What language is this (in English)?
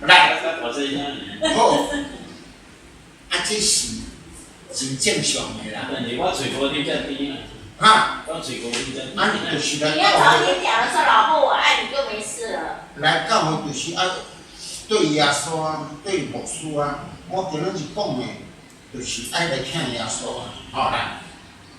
Min Nan Chinese